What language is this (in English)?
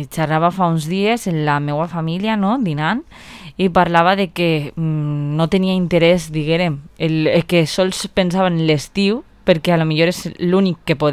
Catalan